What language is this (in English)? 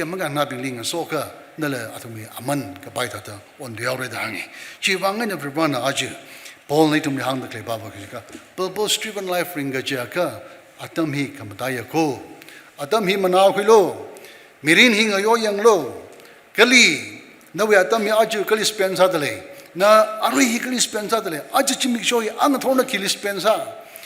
Tangkhul Naga (India)